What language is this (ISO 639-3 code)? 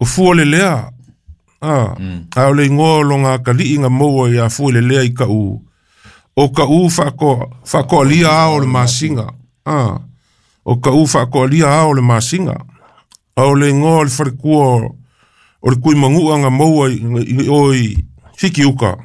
smo